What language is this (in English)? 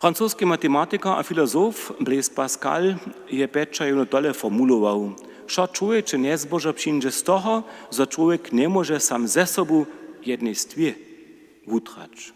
Upper Sorbian